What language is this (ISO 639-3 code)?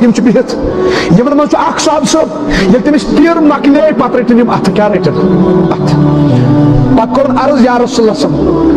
kas